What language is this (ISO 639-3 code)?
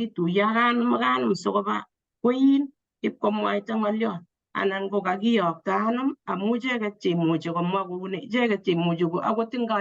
kln